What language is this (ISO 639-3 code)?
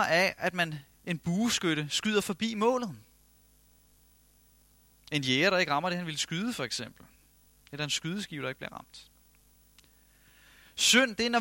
dan